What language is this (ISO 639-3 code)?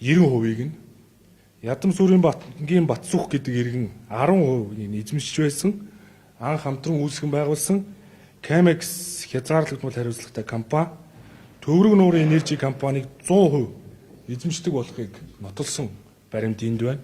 mon